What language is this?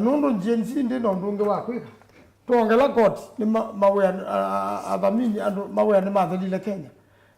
Kamba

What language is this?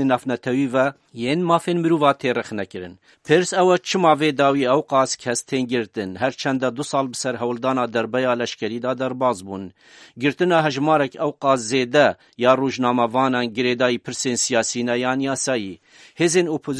Kurdish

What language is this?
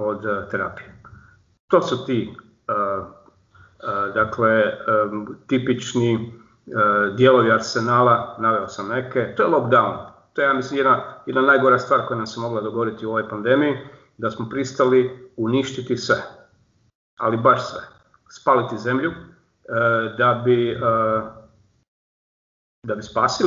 Croatian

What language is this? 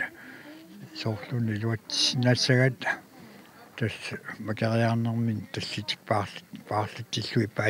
Kalaallisut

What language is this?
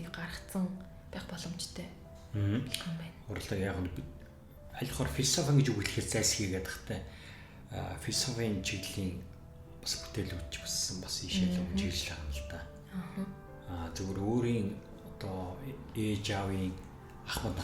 Mongolian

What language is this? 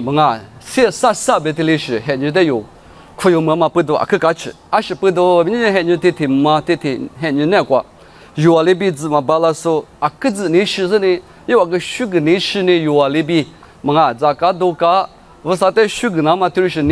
Lisu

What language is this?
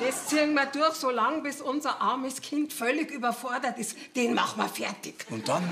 Bavarian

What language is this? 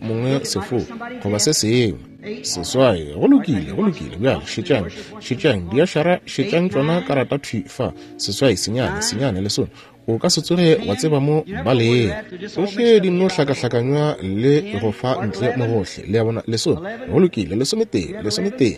Northern Sotho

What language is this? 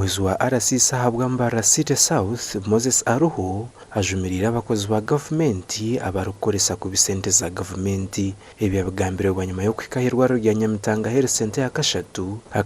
Nyankole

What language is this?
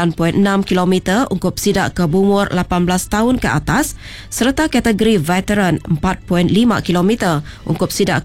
Iban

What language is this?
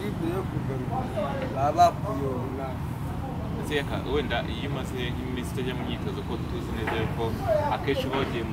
Kinyarwanda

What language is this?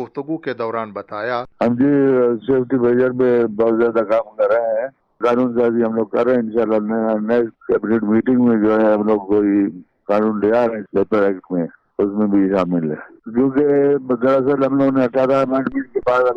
Urdu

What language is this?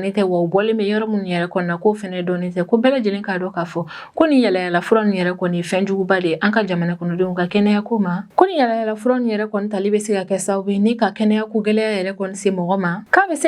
Bambara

